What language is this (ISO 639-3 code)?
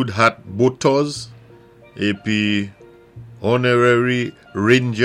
acf